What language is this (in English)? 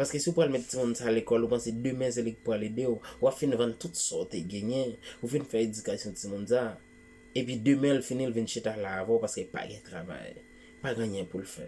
Haitian Creole